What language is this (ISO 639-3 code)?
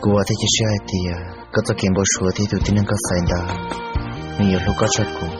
hmn